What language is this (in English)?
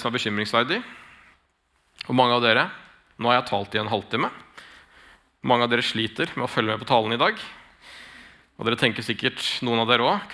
Norwegian